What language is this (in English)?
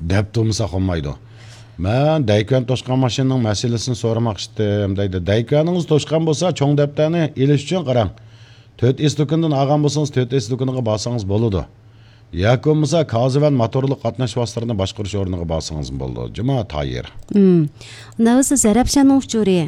Uyghur